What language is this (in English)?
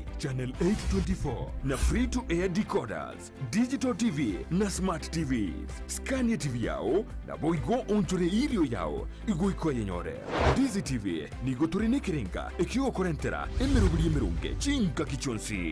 Gusii